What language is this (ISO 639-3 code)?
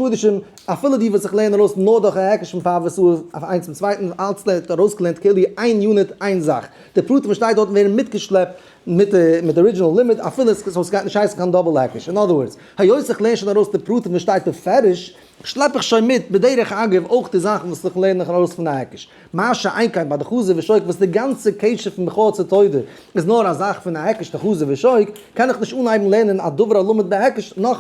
yid